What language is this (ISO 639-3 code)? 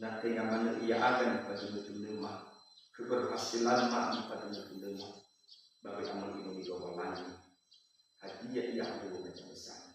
nia